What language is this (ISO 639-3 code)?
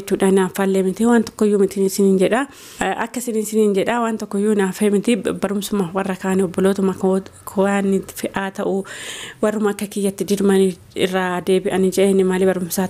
orm